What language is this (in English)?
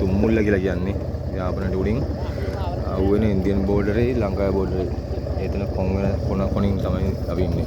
Sinhala